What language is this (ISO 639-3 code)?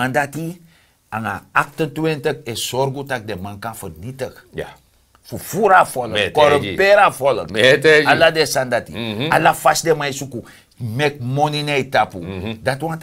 srn